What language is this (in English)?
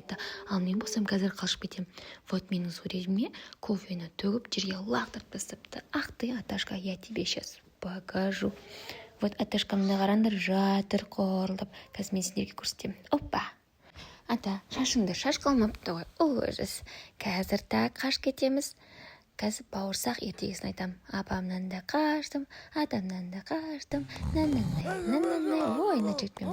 Kazakh